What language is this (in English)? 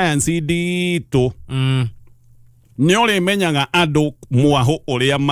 Kikuyu